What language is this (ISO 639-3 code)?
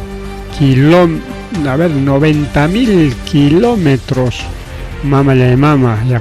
quy